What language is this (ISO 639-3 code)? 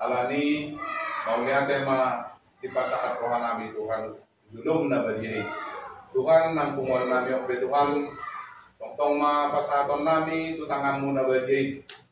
bbc